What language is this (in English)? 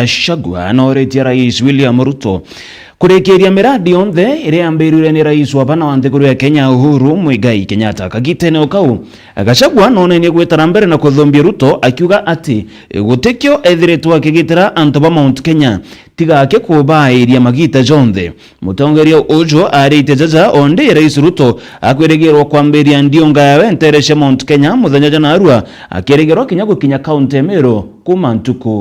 Meru